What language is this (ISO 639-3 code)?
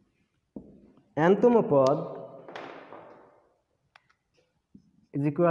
ben